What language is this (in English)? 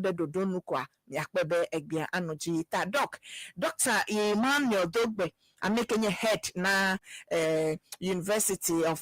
Ewe